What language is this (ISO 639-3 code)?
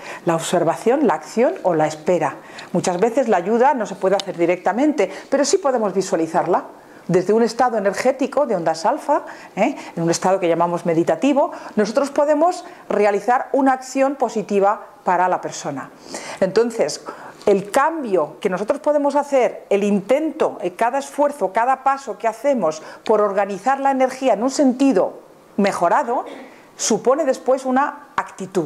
spa